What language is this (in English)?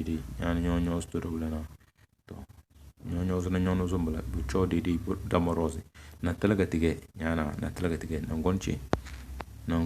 Tem